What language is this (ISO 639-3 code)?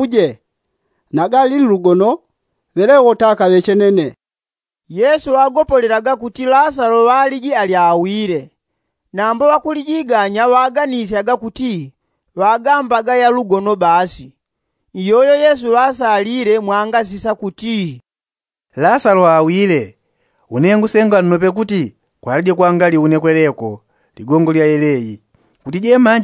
yao